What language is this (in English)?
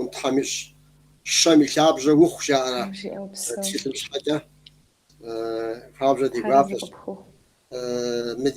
Kabardian